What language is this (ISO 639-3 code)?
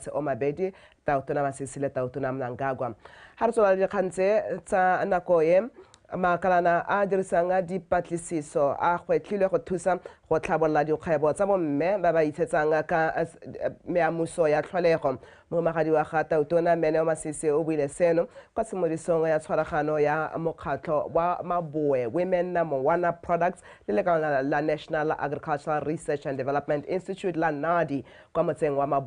tsn